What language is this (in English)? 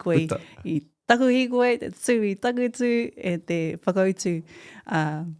Māori